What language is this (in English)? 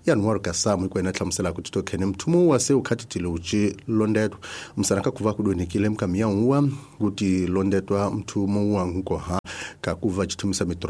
Tsonga